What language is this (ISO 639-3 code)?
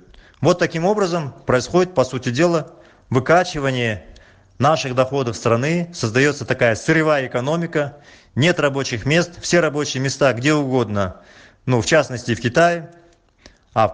rus